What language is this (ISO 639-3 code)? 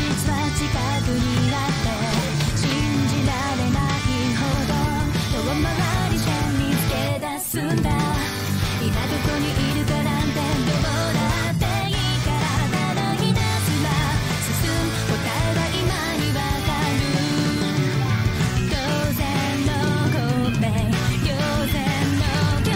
jpn